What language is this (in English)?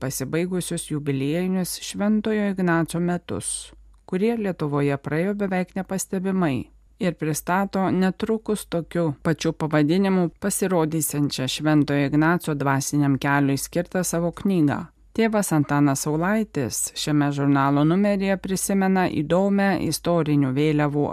Lithuanian